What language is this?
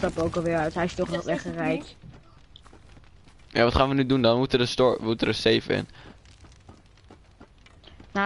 Dutch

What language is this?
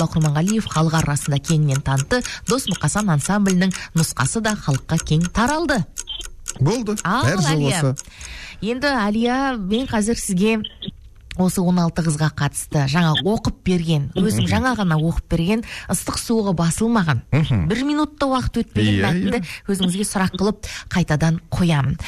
Kazakh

